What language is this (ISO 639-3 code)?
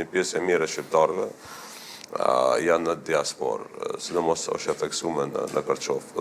sqi